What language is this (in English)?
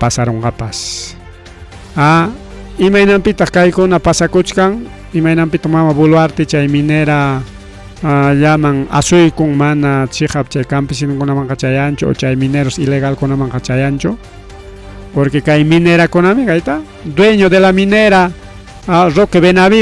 Ayacucho Quechua